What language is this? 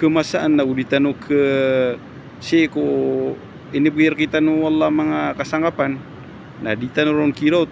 Maranao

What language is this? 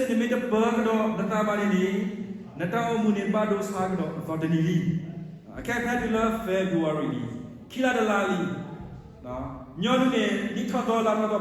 S'gaw Karen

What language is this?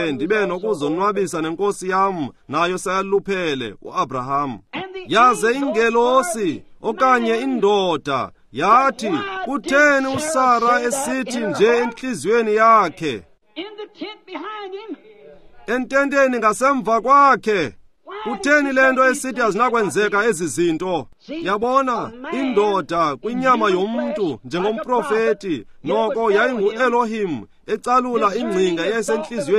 Xhosa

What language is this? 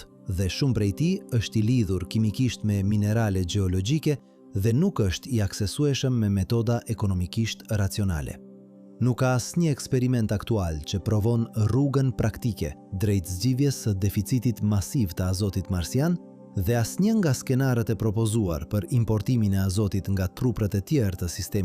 Albanian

